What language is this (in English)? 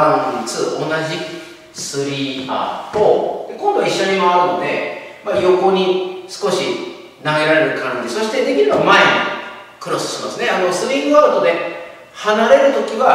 Japanese